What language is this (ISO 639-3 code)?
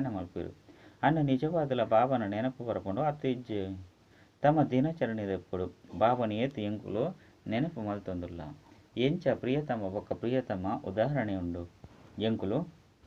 tcy